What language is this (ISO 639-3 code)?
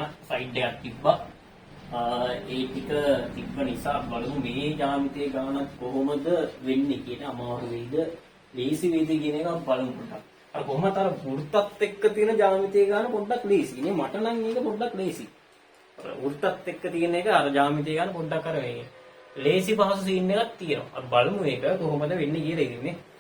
sin